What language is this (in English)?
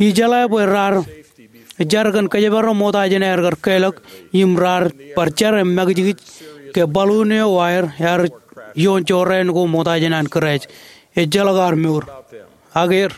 Marshallese